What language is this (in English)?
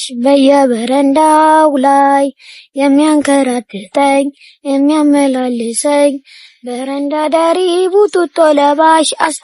Amharic